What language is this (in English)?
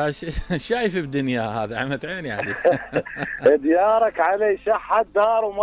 Mesopotamian Arabic